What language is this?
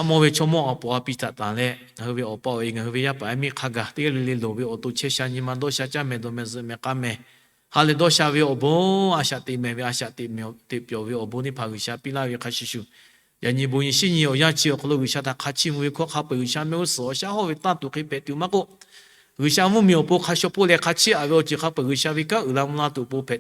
Lahu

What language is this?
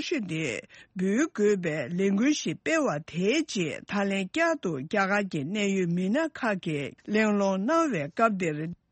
Tibetan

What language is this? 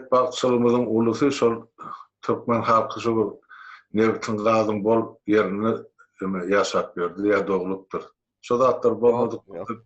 Turkmen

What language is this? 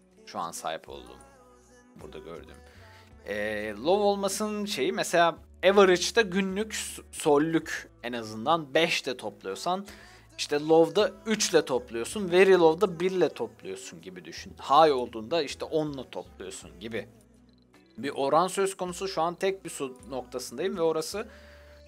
Turkish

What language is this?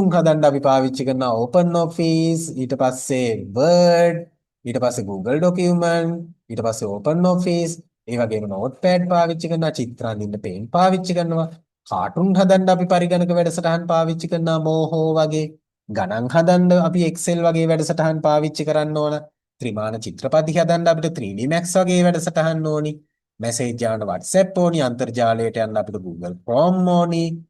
Sinhala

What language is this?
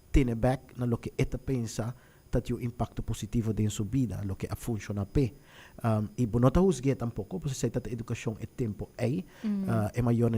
Papiamento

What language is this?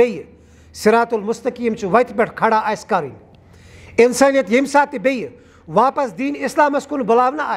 Kashmiri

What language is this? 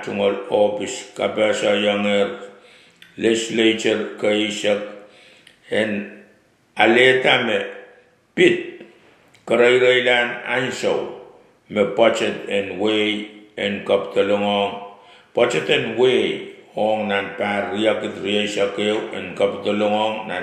Pohnpeian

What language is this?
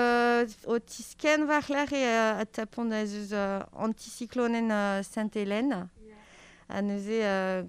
Breton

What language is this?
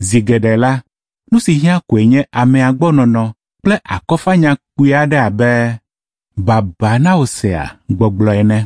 Ewe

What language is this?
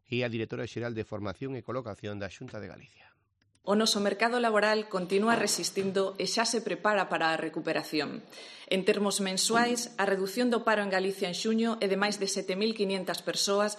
Galician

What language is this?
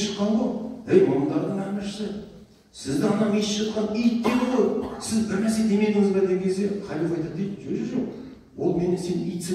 Kazakh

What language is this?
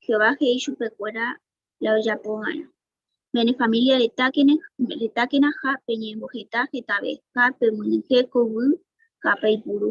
Guarani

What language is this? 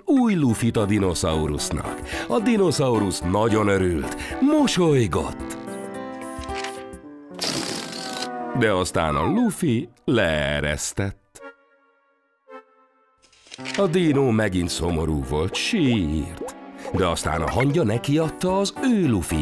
Hungarian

